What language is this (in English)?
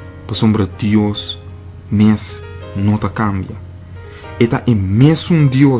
Papiamento